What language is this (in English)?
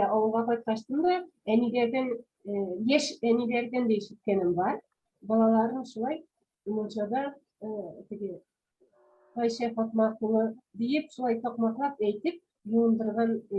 Tatar